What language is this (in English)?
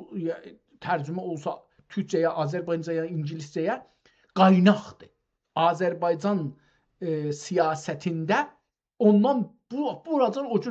South Azerbaijani